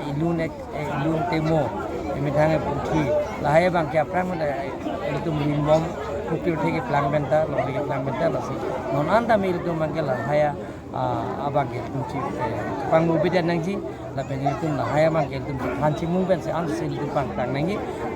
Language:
Karbi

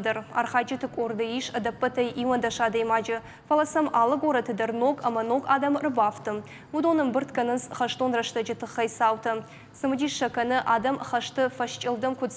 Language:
Ossetic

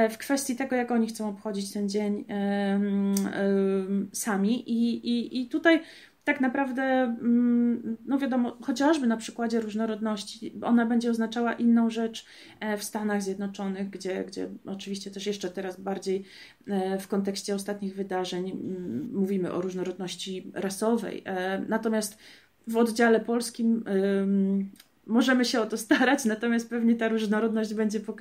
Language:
Polish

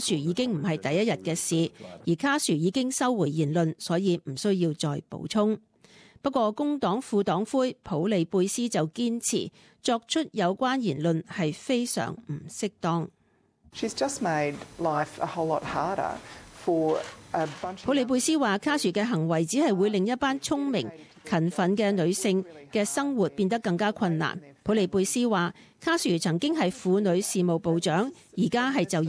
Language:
Cantonese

